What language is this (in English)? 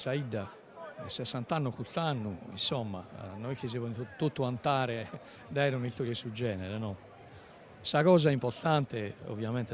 Sardinian